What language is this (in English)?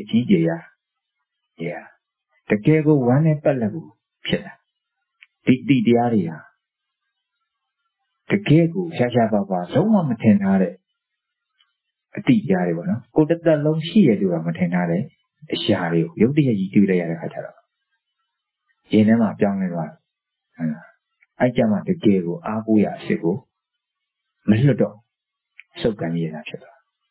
Burmese